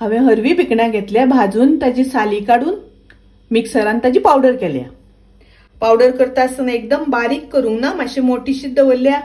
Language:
Konkani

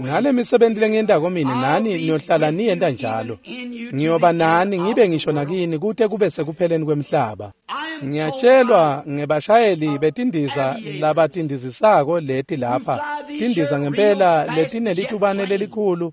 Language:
Swati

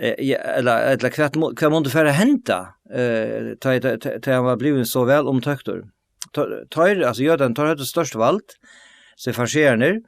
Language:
Faroese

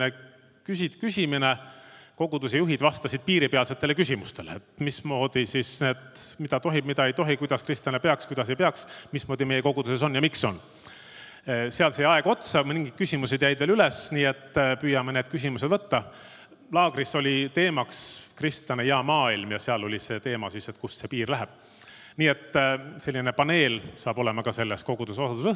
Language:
Estonian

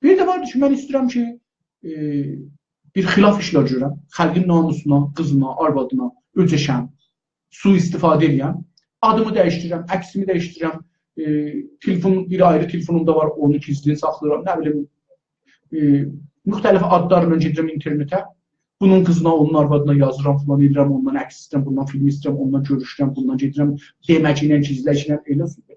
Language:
South Azerbaijani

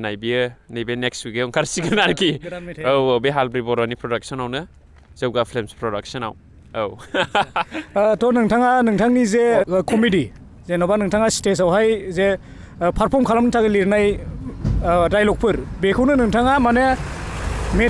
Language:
Bodo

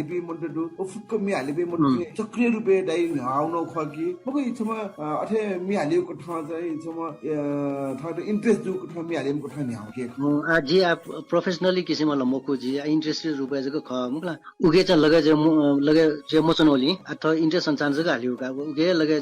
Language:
Newari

